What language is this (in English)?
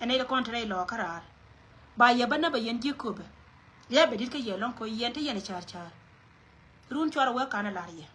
Nuer